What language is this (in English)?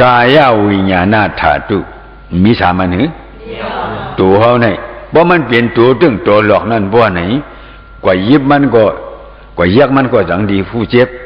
Shan